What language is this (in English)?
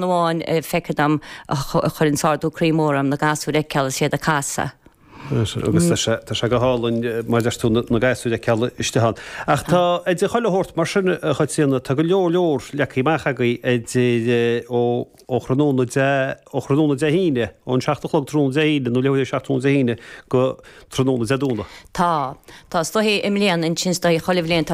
Irish